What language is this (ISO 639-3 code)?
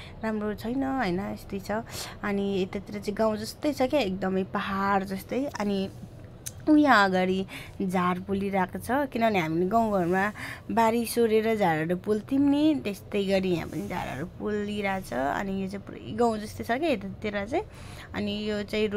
nep